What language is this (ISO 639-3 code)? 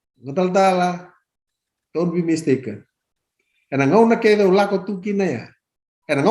fij